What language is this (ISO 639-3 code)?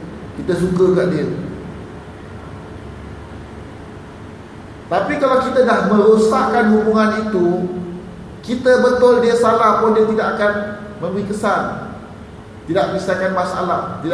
msa